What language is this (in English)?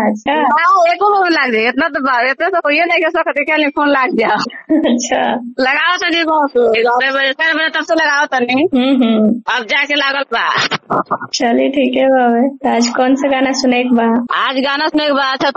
Bhojpuri